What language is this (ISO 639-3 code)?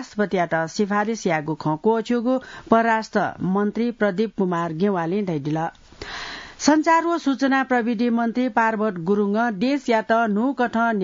new